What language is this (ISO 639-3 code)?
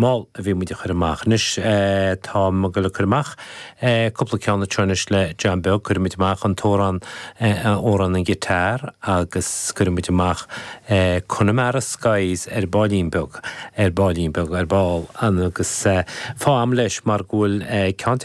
gle